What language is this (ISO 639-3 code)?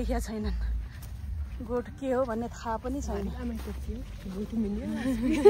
nep